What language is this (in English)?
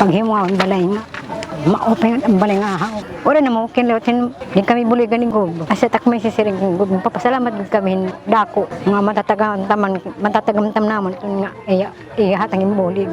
Waray